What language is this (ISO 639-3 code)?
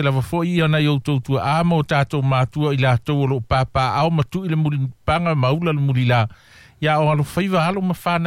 smo